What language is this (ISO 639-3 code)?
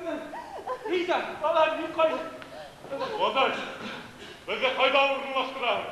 bak